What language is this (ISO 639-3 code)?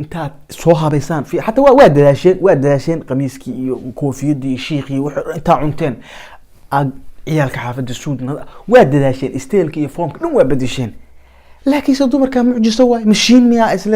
som